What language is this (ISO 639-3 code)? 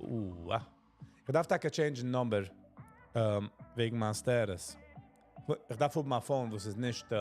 yid